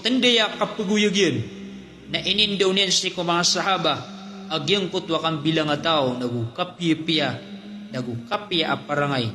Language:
Maranao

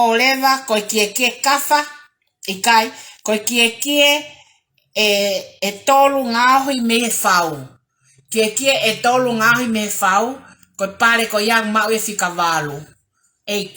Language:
Tongan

